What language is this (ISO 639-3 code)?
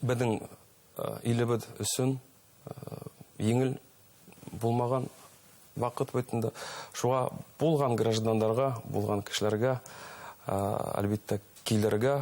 bak